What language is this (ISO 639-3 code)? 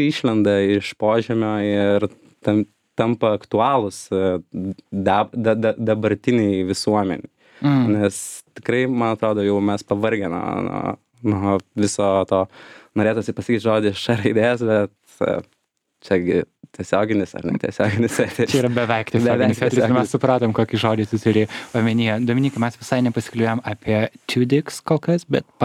lit